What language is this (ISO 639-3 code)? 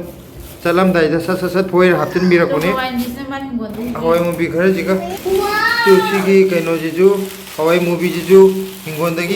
mni